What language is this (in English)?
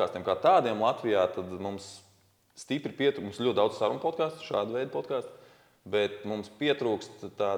Latvian